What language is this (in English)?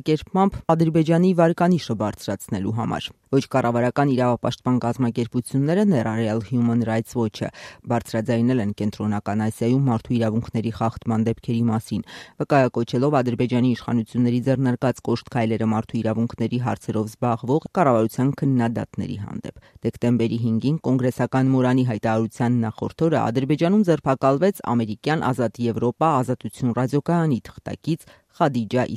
Armenian